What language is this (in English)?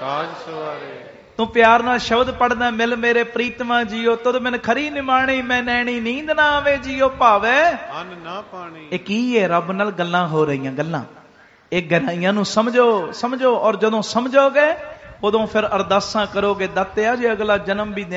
Punjabi